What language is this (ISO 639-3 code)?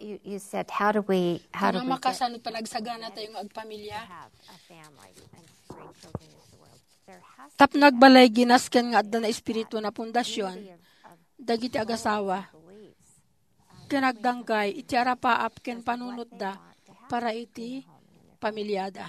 ilo